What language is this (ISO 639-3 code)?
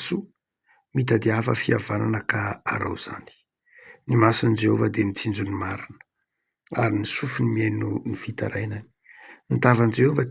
mlg